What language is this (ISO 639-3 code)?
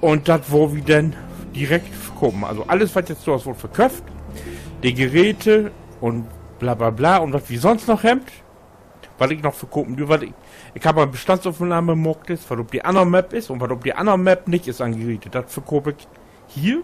nds